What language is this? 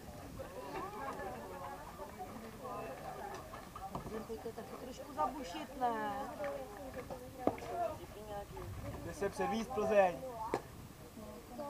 Czech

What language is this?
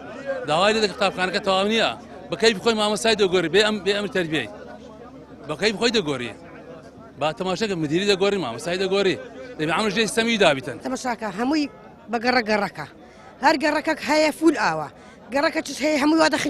Central Kurdish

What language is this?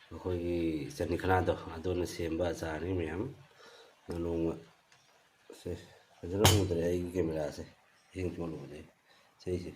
Manipuri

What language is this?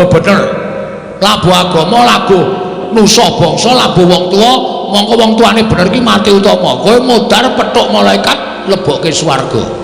Javanese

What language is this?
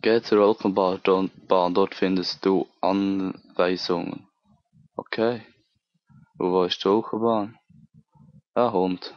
Swiss German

